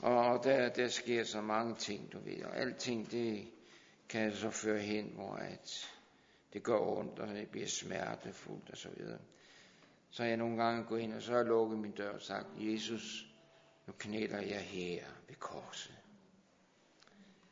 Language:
Danish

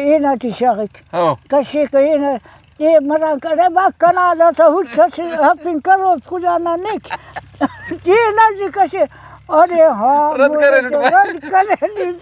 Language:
Brahui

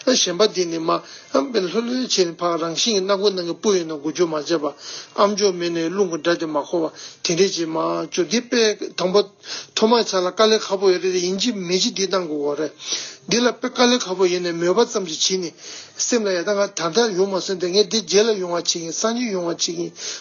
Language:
Tibetan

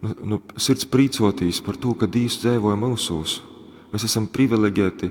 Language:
Latgalian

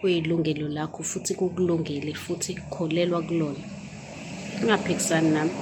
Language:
Zulu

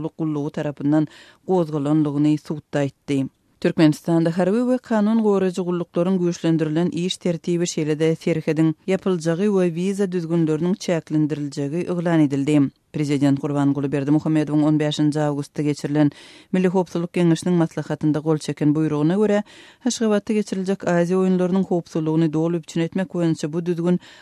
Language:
Turkmen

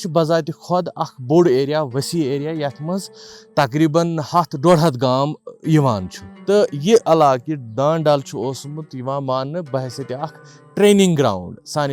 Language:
Kashmiri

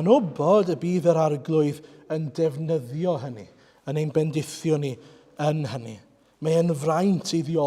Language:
Welsh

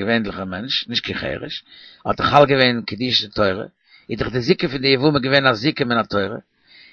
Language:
Yiddish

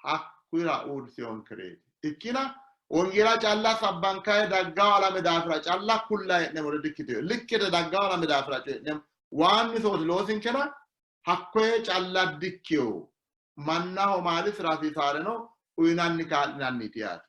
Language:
Sidamo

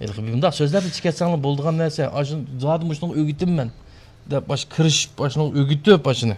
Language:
Uyghur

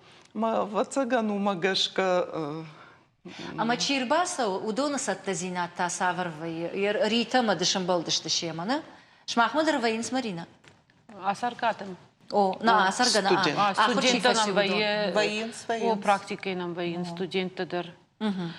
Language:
Ossetic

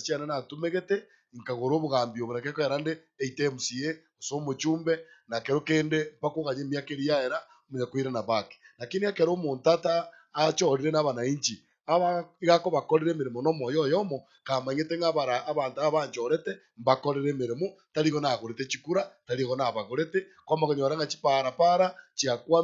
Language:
Gusii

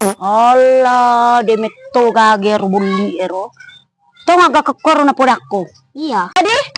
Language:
Buginese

